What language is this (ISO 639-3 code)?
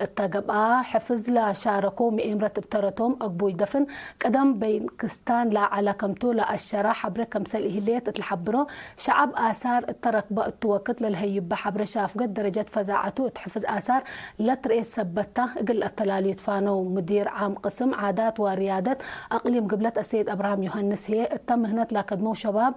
tig